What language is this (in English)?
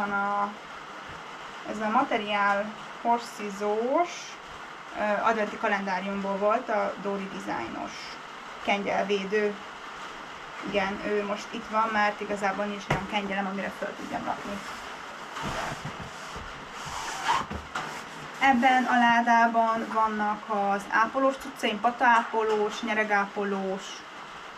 Hungarian